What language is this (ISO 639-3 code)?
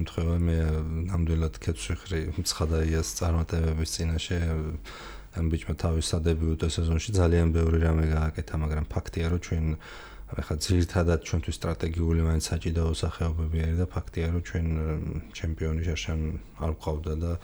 kat